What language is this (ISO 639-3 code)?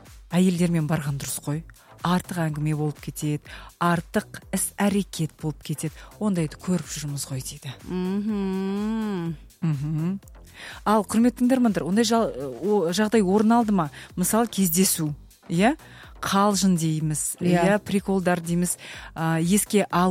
kaz